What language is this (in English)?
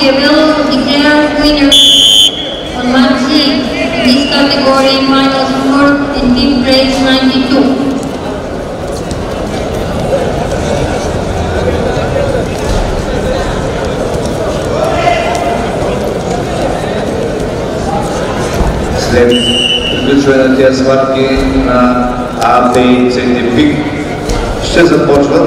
Bulgarian